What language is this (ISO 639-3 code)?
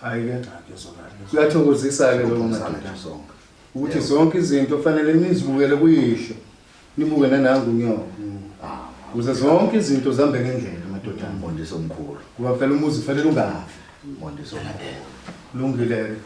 zul